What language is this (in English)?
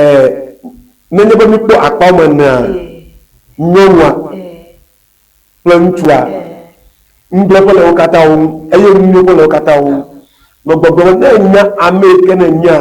Ewe